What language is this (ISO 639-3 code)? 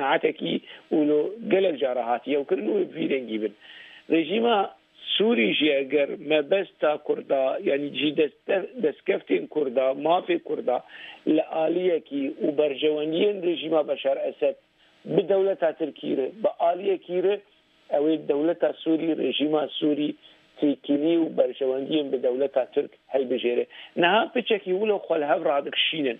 kur